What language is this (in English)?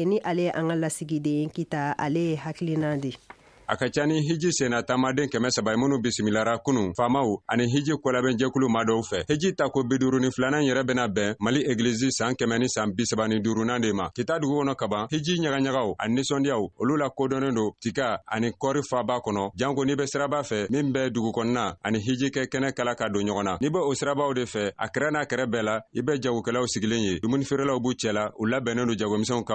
Bambara